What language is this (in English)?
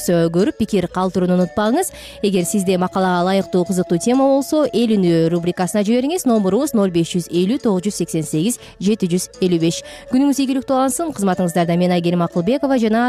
Kyrgyz